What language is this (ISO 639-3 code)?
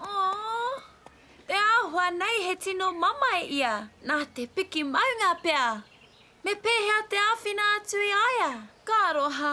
mri